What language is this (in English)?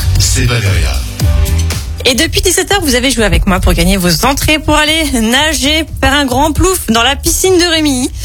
French